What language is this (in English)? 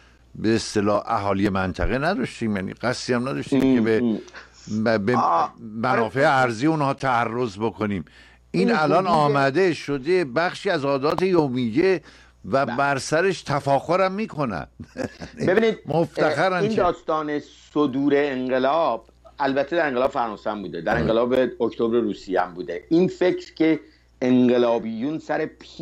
Persian